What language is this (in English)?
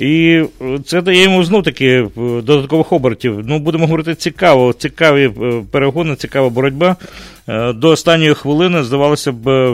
Ukrainian